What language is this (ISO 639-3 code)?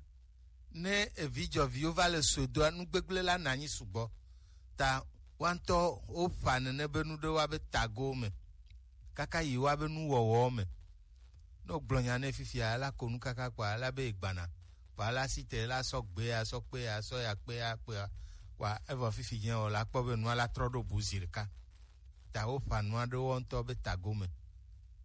gej